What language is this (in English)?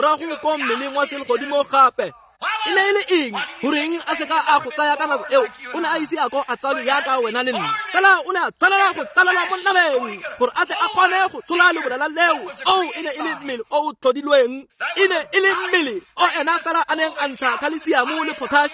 Tswana